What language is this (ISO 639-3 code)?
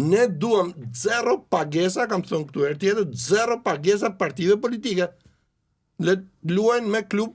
sqi